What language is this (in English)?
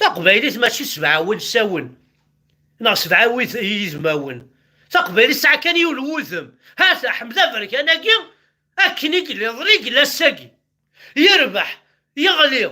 Kabyle